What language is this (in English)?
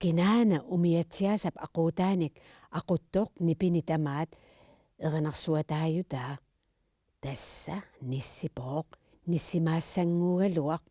Kalaallisut